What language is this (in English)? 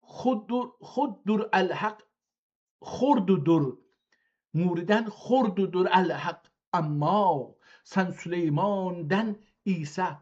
South Azerbaijani